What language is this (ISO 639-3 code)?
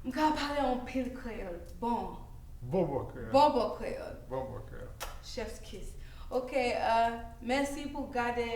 hat